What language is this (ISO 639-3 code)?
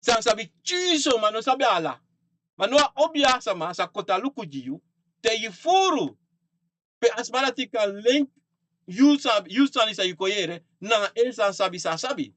srn